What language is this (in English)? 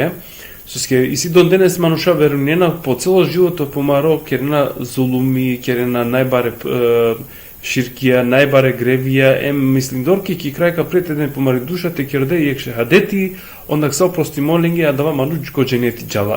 Balkan Romani